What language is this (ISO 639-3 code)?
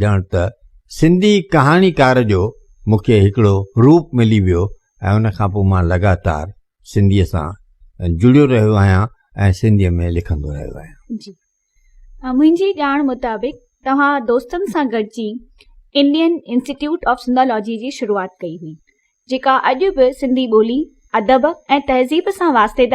snd